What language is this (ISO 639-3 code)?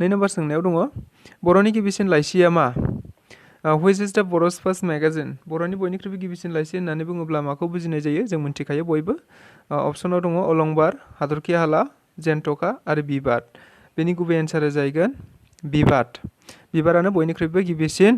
brx